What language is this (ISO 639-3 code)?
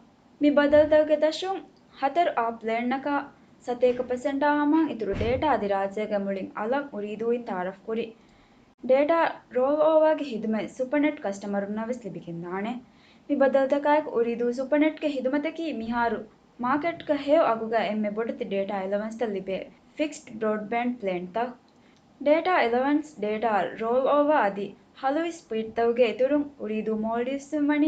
div